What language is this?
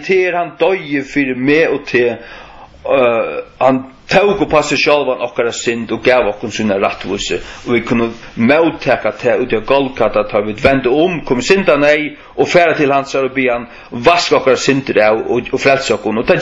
Faroese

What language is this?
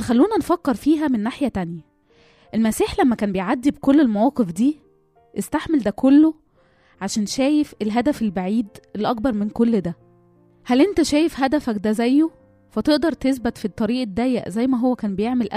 Egyptian Arabic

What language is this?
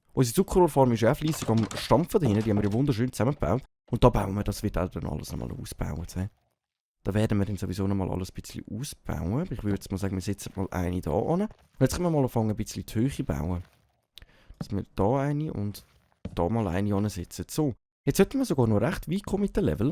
Swiss German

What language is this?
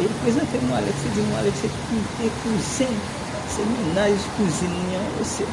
Haitian Creole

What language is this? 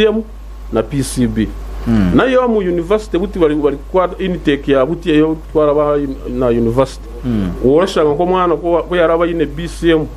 Nyankole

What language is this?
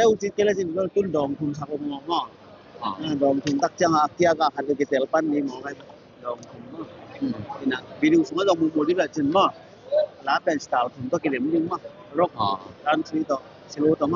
Tedim Chin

